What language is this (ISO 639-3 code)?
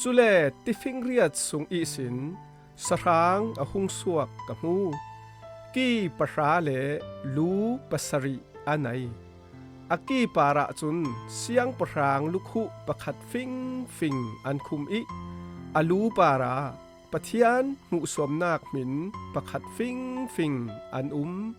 cfm